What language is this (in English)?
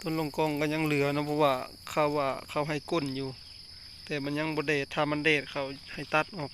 Northeastern Thai